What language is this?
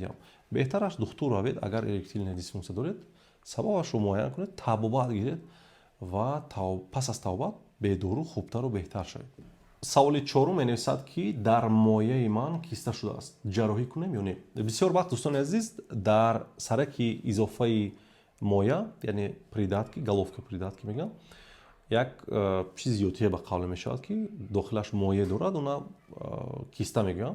Tajik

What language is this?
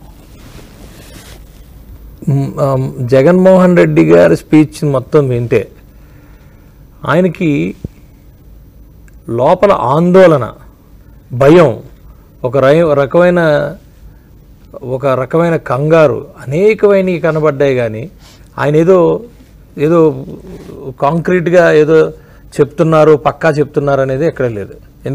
Telugu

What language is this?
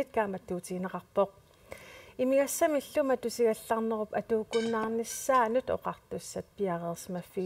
Kalaallisut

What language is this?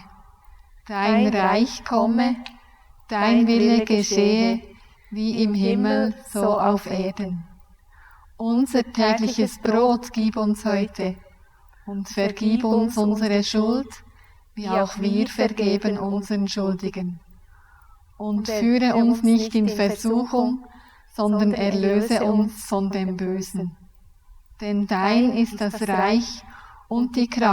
Swiss German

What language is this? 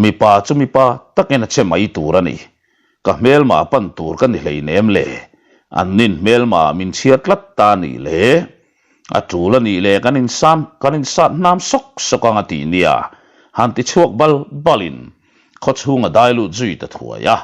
Mizo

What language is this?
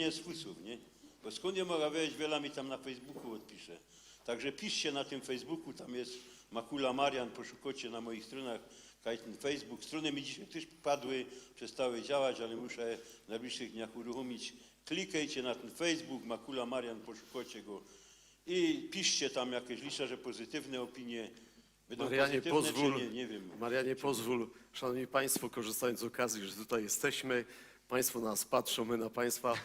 Silesian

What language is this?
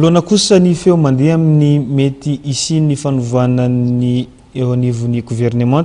Malagasy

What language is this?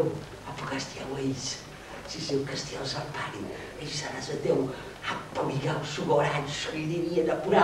Sardinian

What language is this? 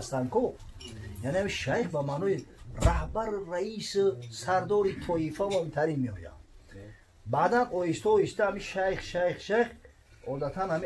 Tajik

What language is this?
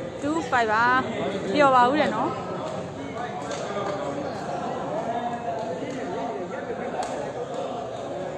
Burmese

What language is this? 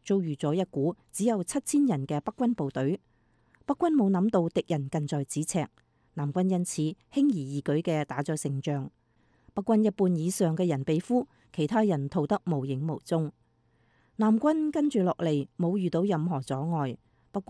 Cantonese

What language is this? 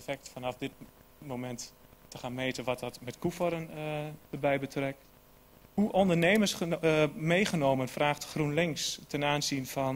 Dutch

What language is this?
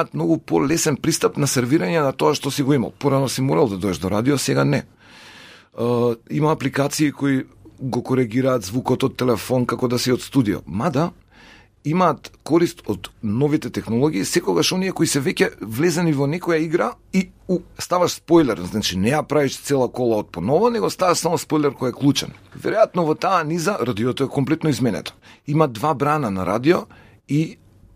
Macedonian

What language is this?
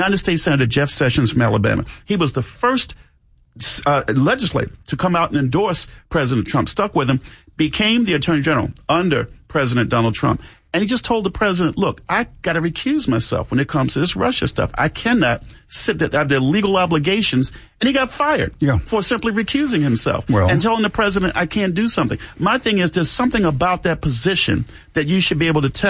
English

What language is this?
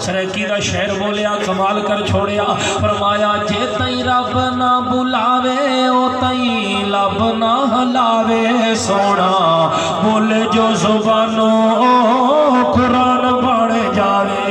Saraiki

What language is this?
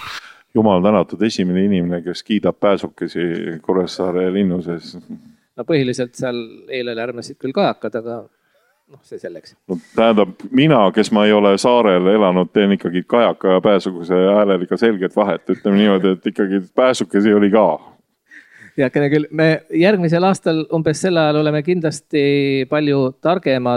Estonian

